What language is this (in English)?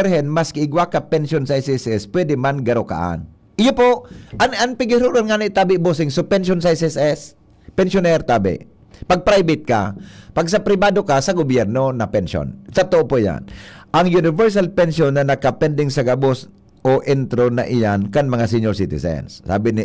Bikol